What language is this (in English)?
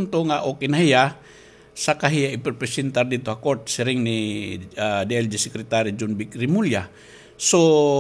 Waray